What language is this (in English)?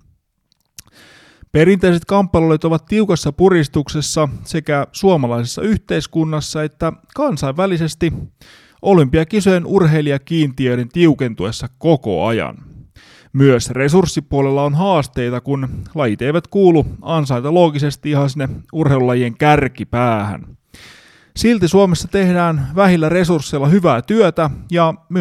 Finnish